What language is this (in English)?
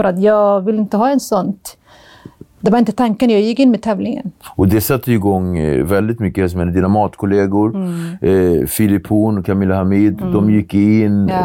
Swedish